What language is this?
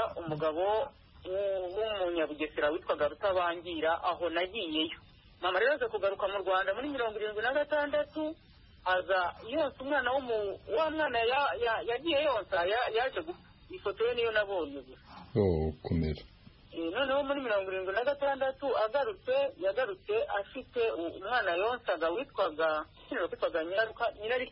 Kinyarwanda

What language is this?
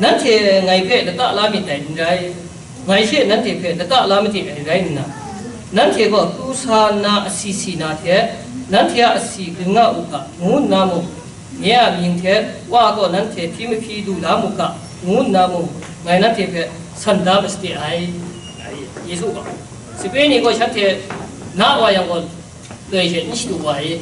Kachin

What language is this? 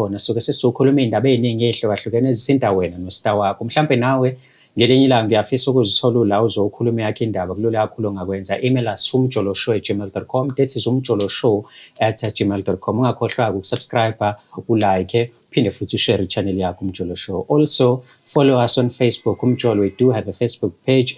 Zulu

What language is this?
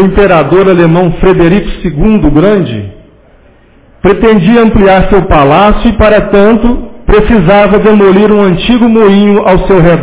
Portuguese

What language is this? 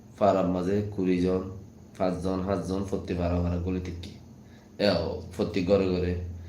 Rohingya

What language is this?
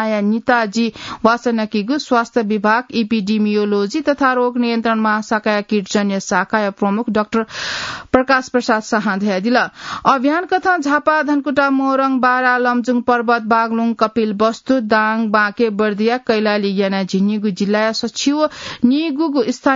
Newari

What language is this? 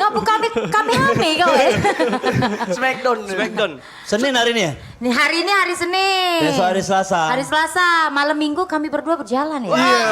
Musi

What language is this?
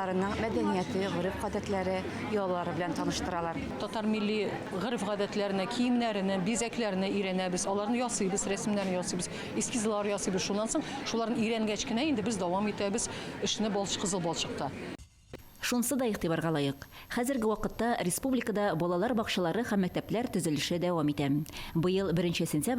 Tatar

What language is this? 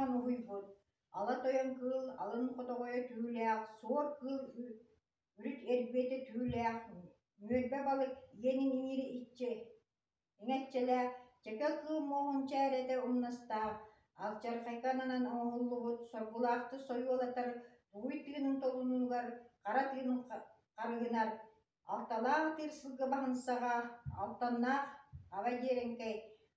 Yakut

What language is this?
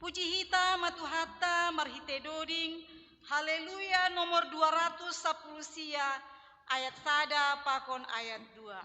Batak Simalungun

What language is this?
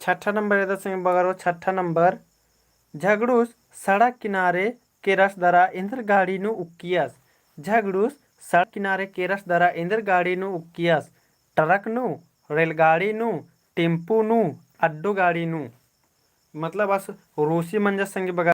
Kurukh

